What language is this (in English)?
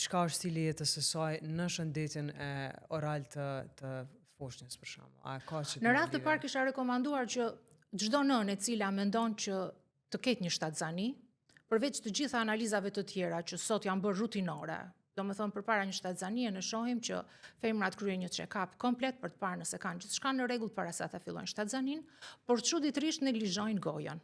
Albanian